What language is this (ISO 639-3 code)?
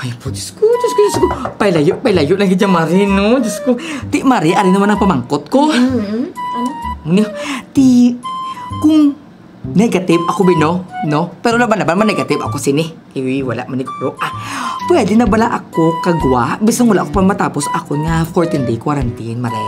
hil